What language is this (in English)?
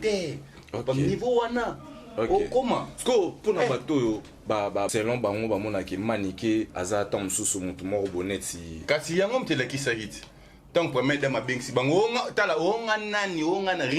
Lingala